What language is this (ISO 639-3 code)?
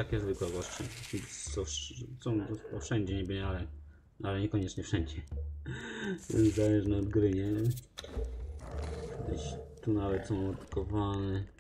pol